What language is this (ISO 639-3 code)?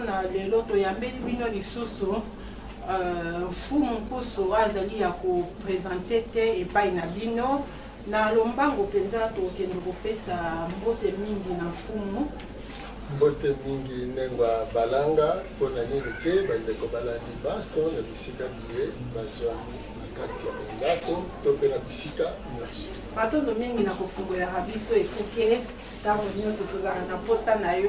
lin